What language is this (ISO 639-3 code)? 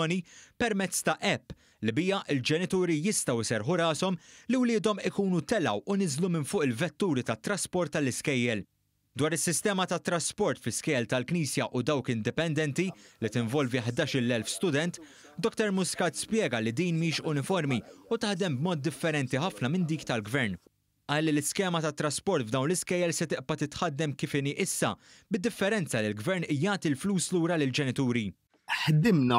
mlt